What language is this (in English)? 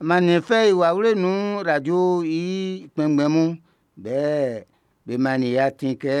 Baoulé